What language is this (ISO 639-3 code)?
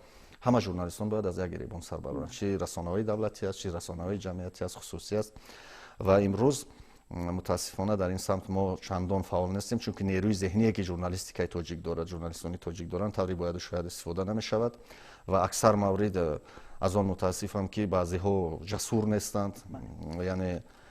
tgk